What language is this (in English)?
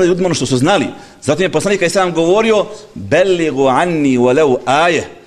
Bosnian